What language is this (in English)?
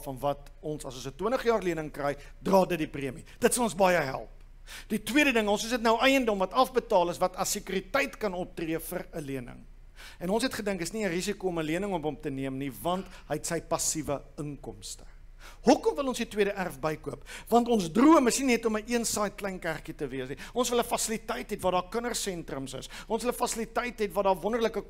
Afrikaans